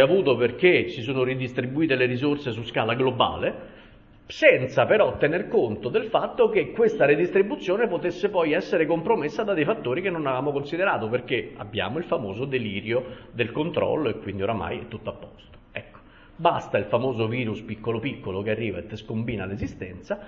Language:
Italian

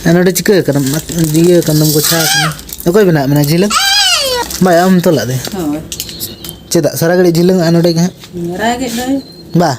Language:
Santali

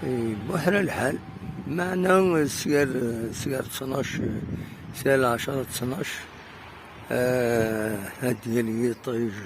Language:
Kabyle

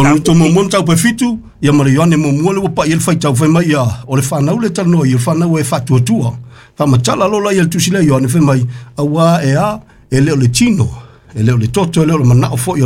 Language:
Samoan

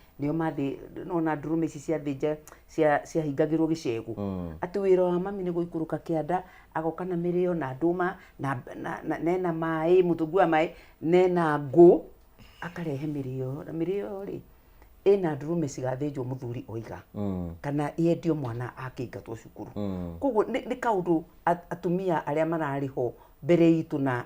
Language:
Kikuyu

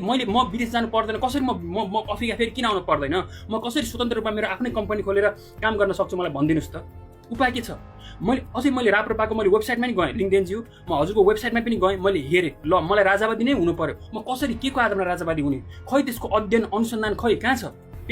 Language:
Nepali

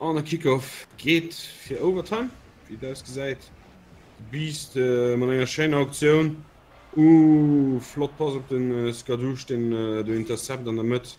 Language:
Luxembourgish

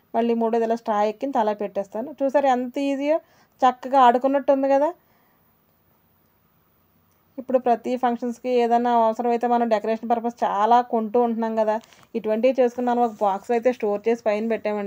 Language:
Telugu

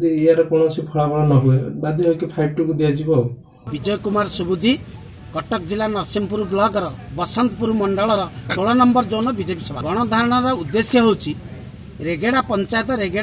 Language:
Odia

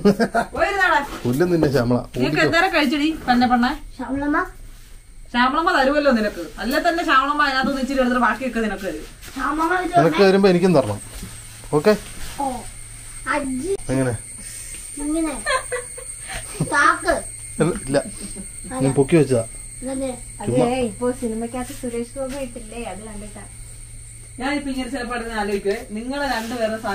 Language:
Malayalam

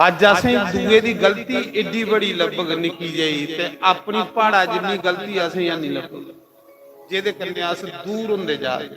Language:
Dogri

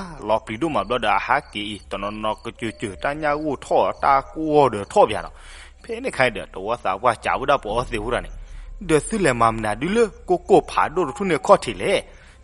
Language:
S'gaw Karen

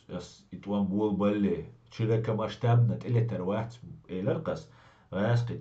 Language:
Chechen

